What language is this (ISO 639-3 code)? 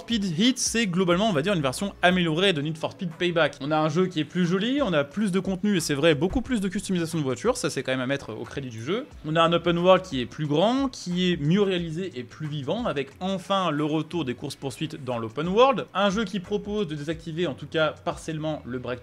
fra